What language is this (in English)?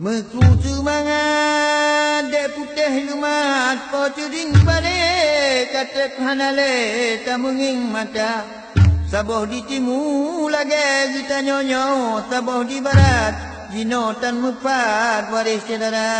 Achinese